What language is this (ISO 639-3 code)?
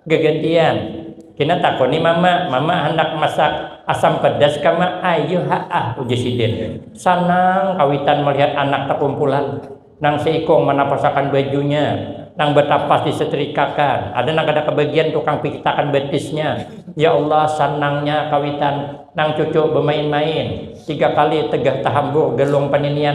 bjn